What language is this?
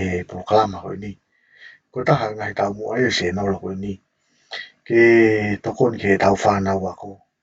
Tongan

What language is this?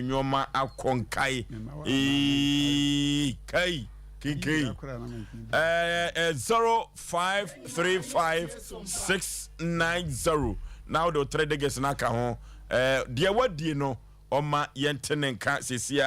Akan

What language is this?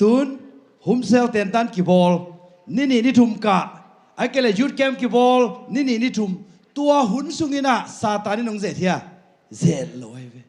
Tedim Chin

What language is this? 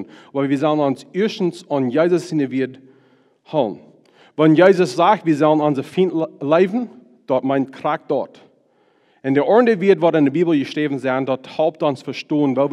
Plautdietsch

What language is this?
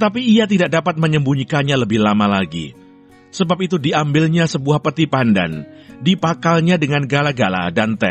Kupang Malay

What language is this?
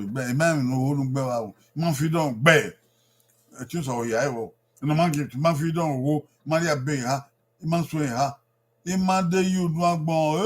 Bini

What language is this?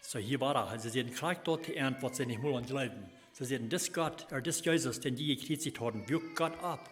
Plautdietsch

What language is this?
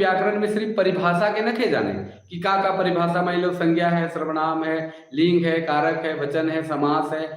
Sadri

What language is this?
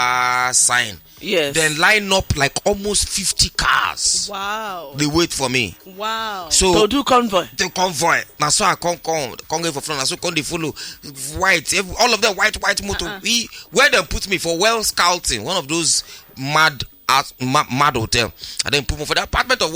Nigerian Pidgin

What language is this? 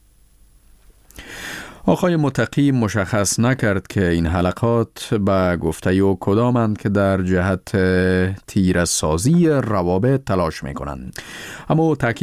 Persian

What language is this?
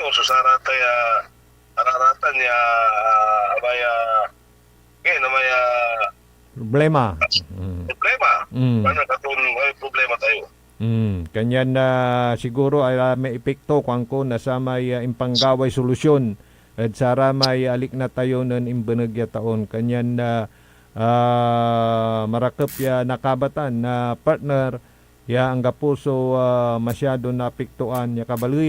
Pangasinan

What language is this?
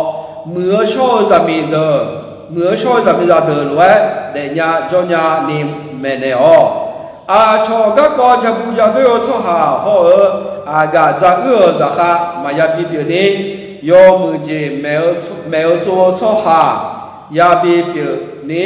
Akha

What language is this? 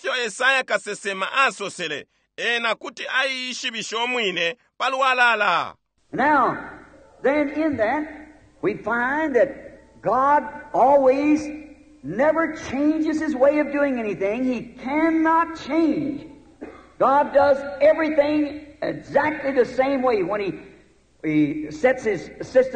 Bemba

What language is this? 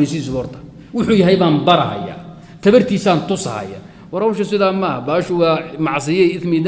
Somali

